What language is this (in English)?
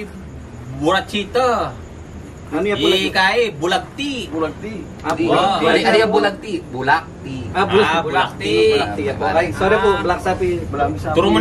Pampanga